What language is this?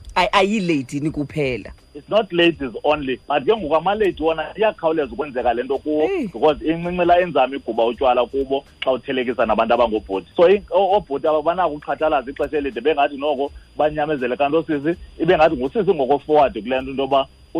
Xhosa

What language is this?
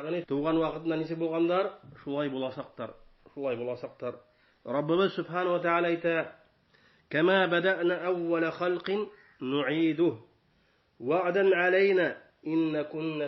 Bashkir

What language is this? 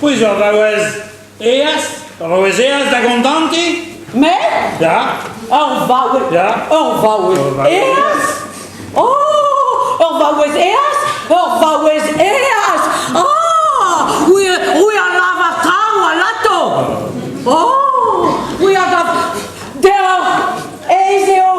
Breton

